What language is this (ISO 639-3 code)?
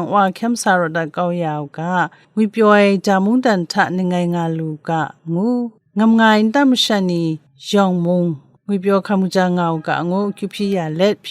kac